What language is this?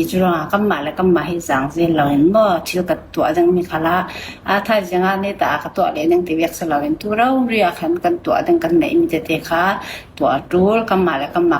Falam Chin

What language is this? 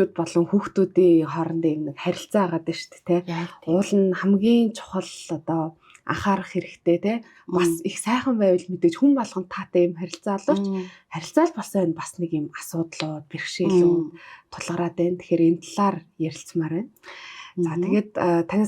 Mongolian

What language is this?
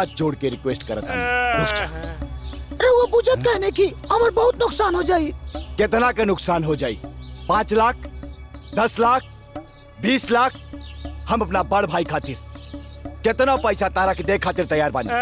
Bhojpuri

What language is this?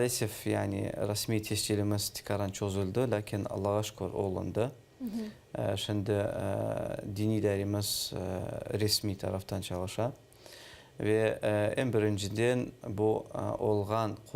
Crimean Tatar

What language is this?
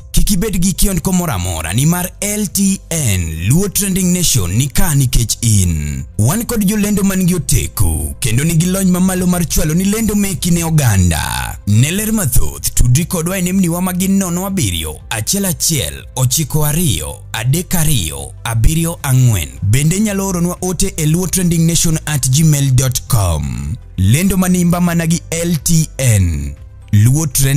Luo (Kenya and Tanzania)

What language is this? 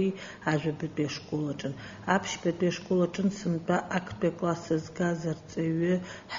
Abkhazian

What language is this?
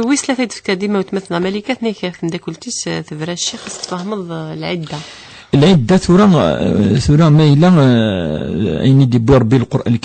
Kabyle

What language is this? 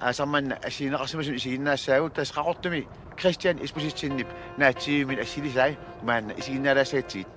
Kalaallisut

